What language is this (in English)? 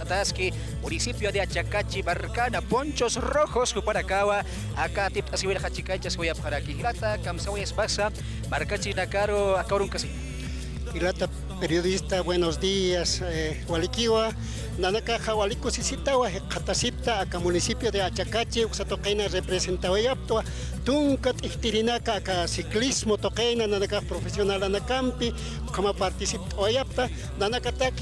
Aymara